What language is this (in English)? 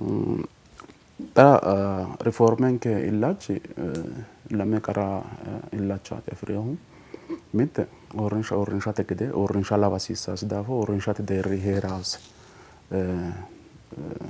Sidamo